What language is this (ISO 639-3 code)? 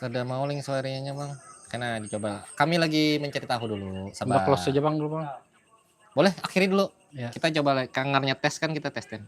bjn